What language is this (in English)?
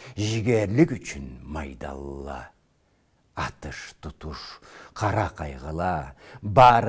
Karachay-Balkar